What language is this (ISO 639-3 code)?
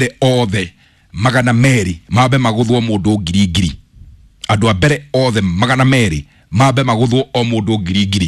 kik